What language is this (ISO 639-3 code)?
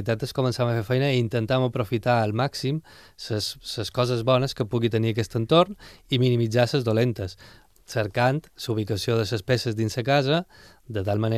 cat